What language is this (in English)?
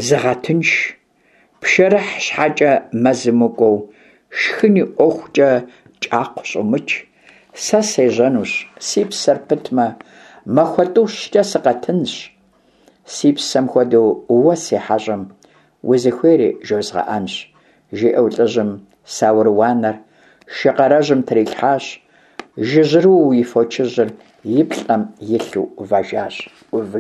Kabardian